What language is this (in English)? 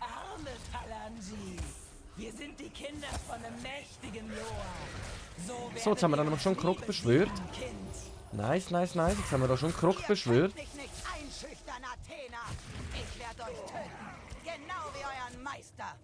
Swiss German